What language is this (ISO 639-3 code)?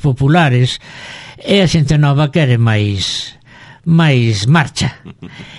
glg